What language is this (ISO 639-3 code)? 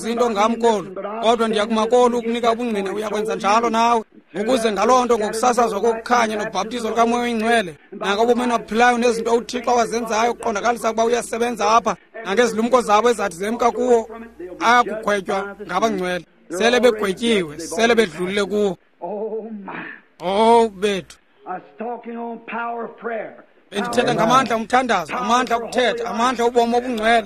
xho